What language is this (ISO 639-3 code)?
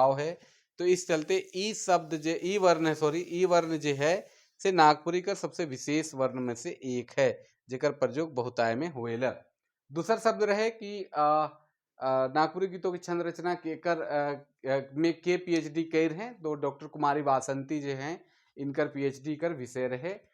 sck